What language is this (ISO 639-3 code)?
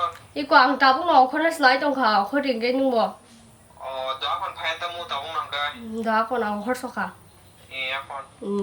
trp